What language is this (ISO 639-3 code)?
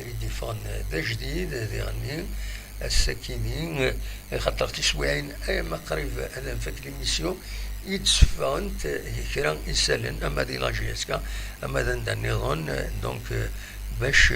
kab